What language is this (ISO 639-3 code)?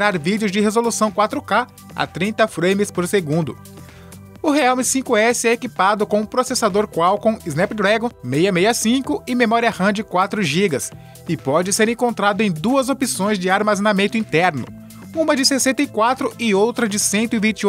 por